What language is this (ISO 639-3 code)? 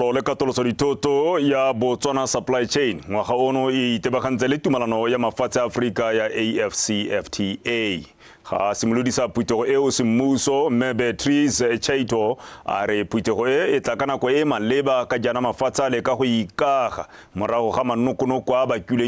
tsn